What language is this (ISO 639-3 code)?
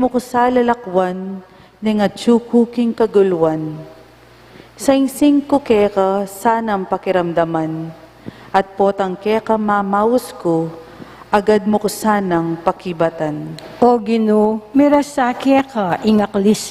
pam